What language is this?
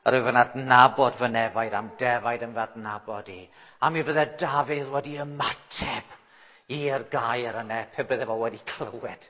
Welsh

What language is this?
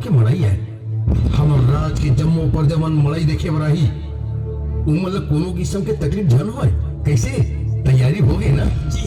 Chhattisgarhi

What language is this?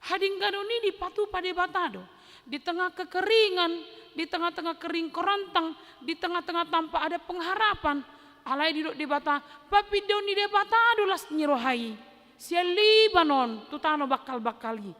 Batak Toba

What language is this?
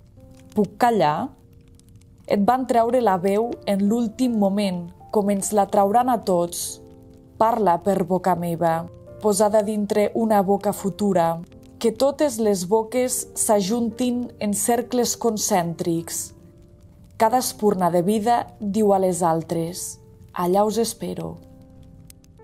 Catalan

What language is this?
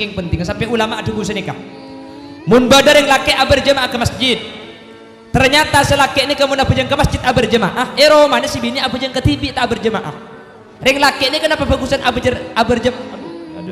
Madurese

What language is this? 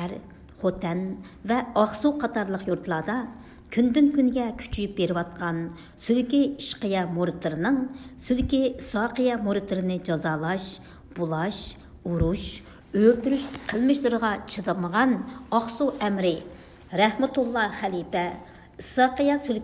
Uyghur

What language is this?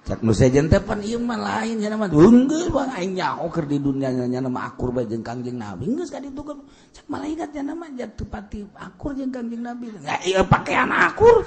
Sundanese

